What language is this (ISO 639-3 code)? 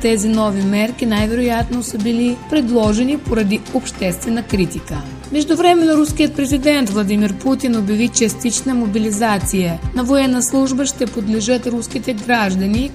bul